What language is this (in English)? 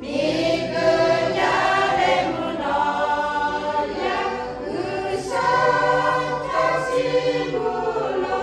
Lahu